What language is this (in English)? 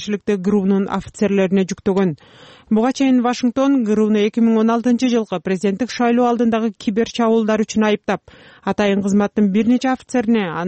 Kyrgyz